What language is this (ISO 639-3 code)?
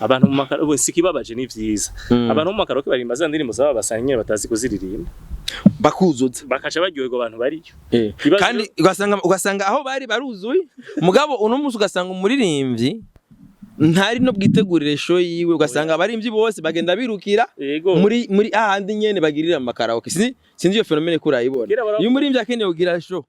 run